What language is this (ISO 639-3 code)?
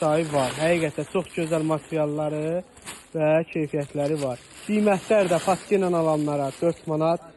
aze